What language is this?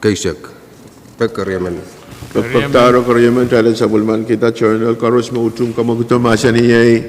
Pohnpeian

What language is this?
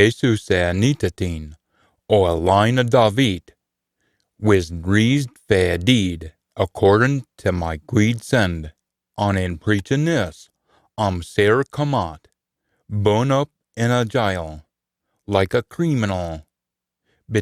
Scots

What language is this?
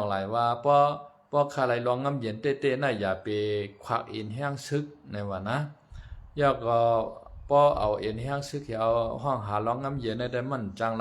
Shan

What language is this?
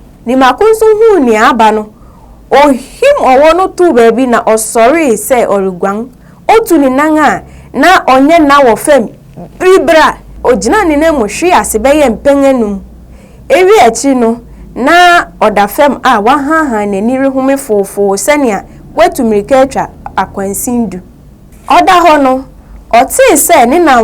Akan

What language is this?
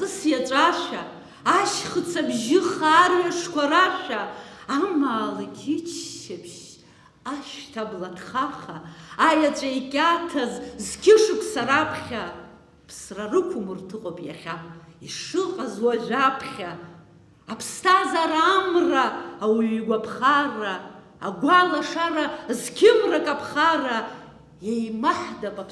Abkhazian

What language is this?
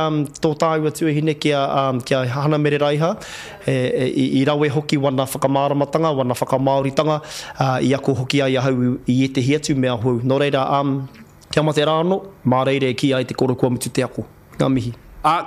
Māori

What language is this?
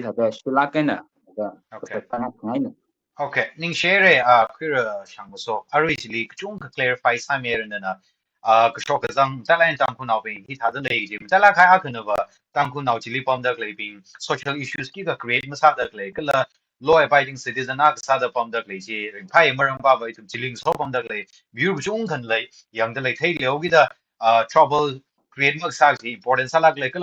Tangkhul Naga (India)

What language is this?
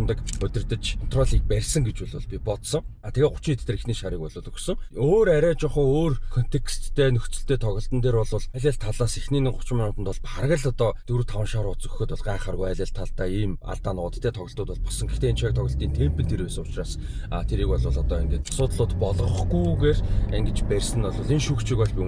Mongolian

